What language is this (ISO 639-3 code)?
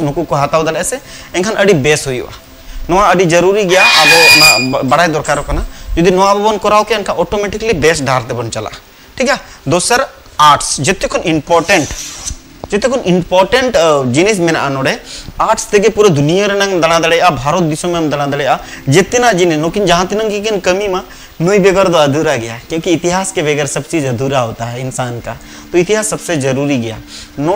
sat